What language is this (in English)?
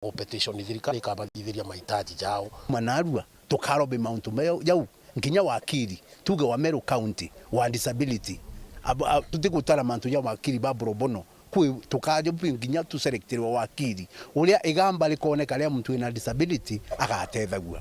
Meru